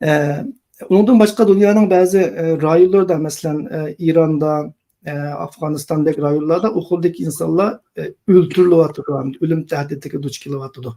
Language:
Uyghur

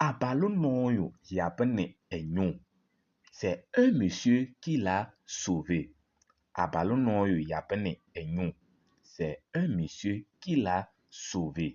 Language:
Kabiyè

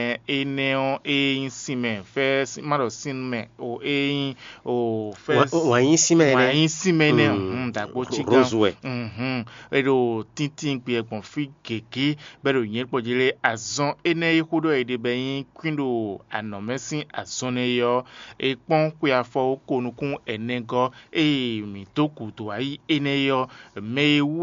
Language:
Fon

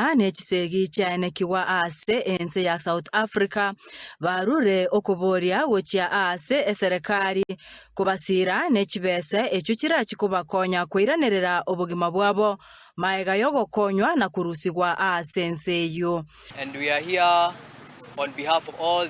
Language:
Gusii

